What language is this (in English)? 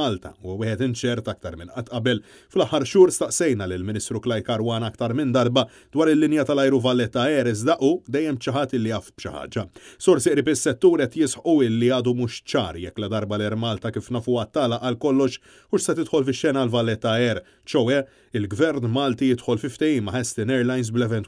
Maltese